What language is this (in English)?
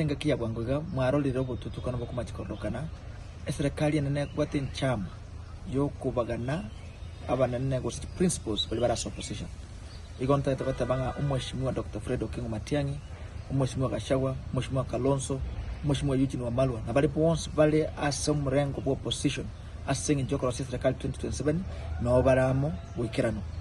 Gusii